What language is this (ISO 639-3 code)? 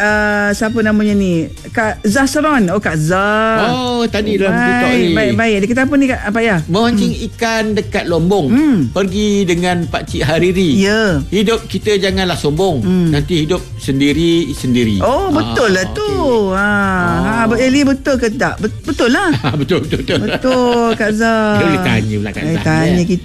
msa